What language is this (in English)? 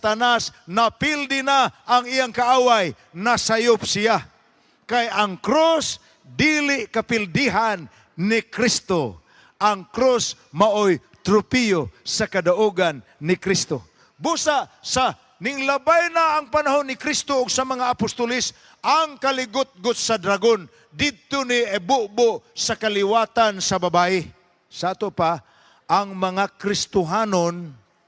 Cebuano